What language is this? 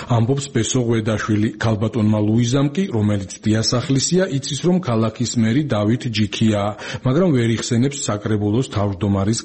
Georgian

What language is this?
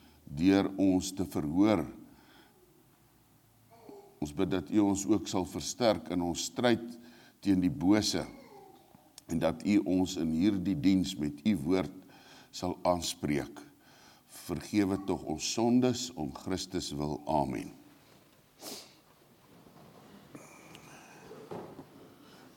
Afrikaans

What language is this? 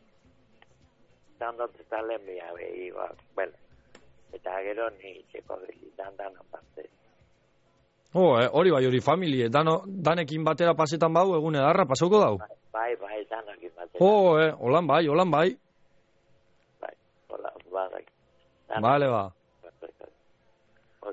Basque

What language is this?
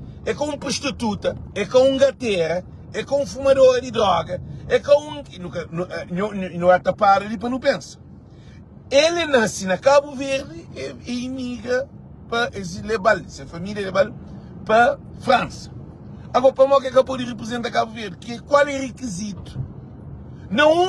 Kabuverdianu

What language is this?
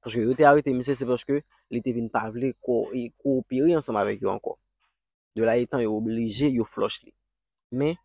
Haitian Creole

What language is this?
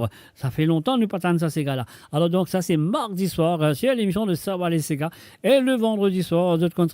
Morisyen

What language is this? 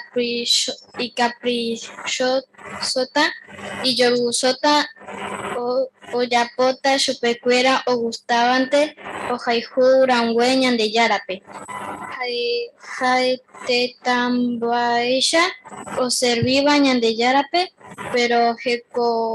Guarani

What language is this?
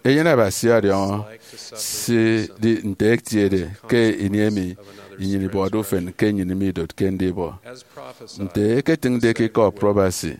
Efik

